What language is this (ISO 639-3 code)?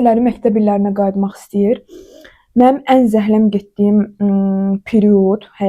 aze